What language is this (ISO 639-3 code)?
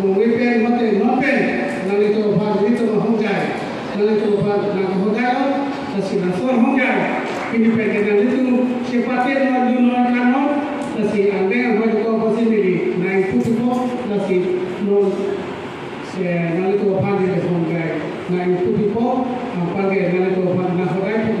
mjw